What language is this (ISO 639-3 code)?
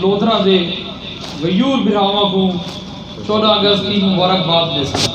skr